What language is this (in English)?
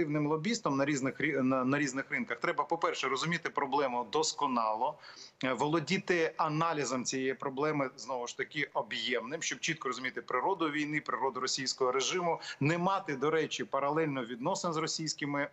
Ukrainian